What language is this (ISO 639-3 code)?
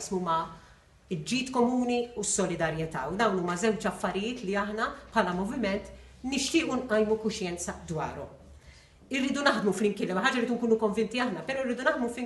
mlt